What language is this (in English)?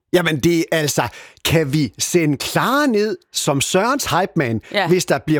Danish